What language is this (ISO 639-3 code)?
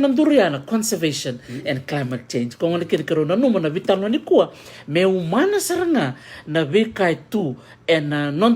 fij